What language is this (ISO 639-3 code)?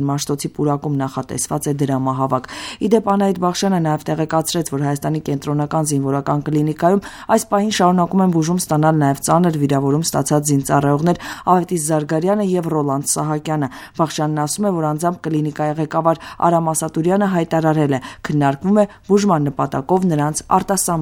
hye